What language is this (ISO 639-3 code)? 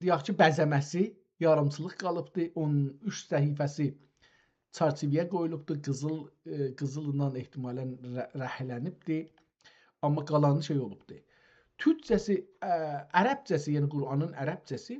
azb